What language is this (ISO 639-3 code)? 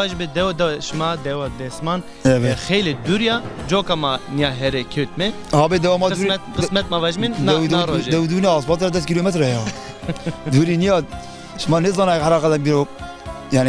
zza